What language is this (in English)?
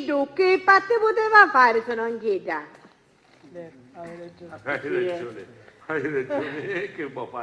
Sicilian